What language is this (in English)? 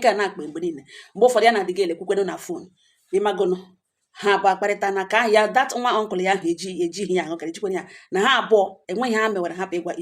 Igbo